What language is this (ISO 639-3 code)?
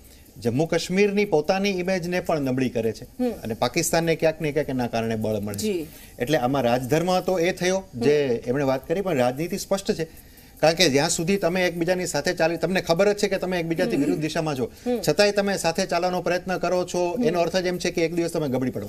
guj